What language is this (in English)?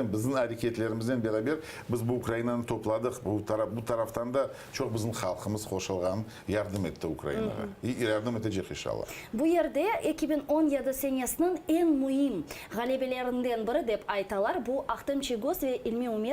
Crimean Tatar